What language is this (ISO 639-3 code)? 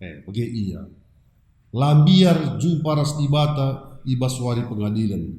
btx